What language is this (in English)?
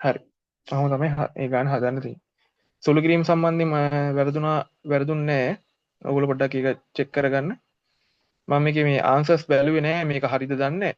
Sinhala